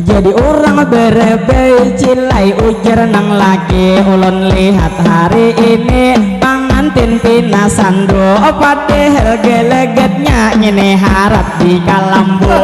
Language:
Banjar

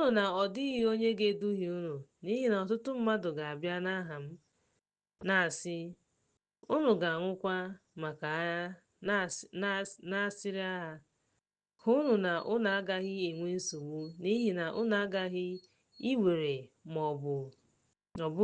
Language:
Igbo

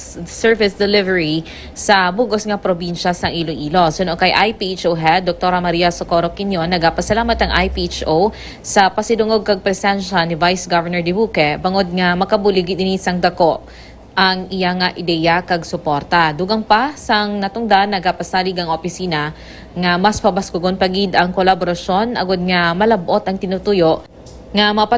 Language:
Hiligaynon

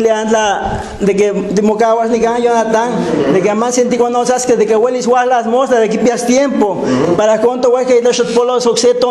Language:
Guerrero Nahuatl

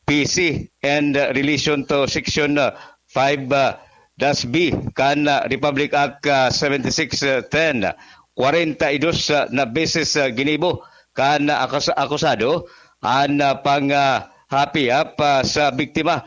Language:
Bikol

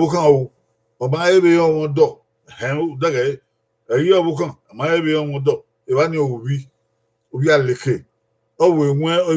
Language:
Bini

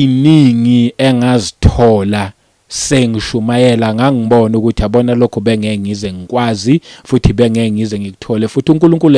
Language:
Zulu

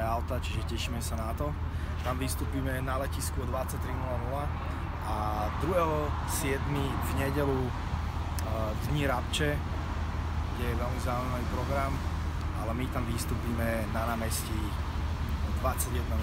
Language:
Slovak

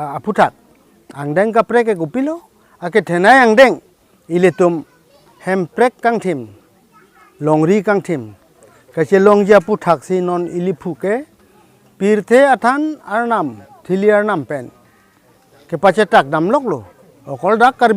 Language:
Karbi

